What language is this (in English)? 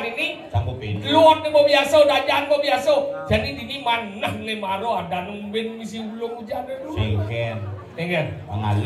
Balinese